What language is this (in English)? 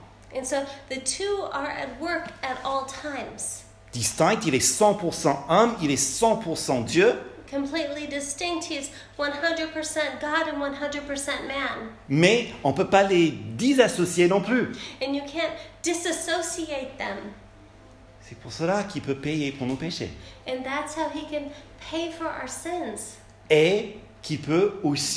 French